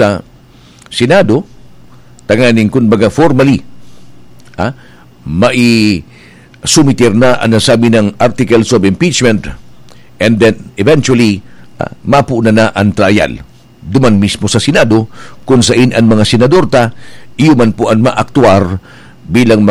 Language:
Bikol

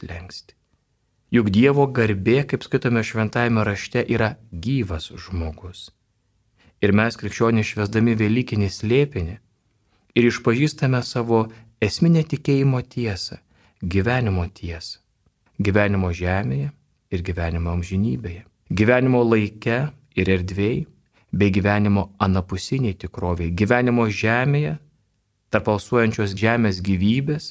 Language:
Lithuanian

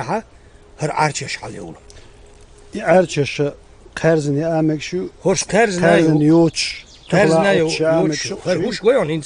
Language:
Chechen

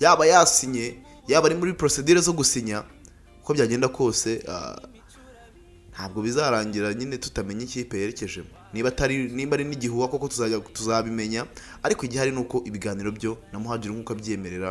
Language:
Kinyarwanda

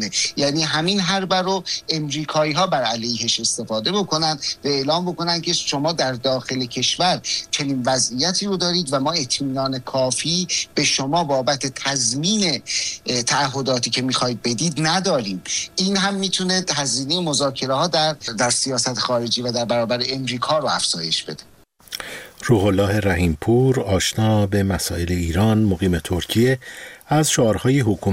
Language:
Persian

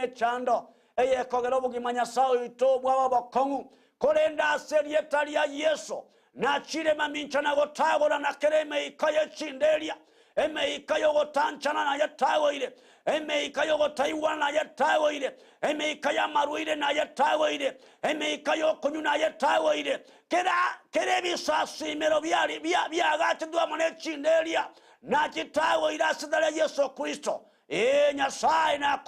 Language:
Gusii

